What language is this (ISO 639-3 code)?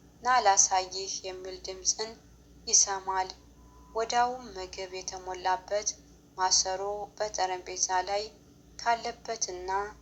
amh